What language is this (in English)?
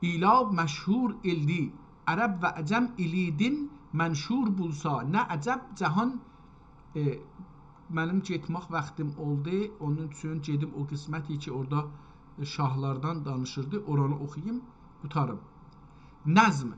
South Azerbaijani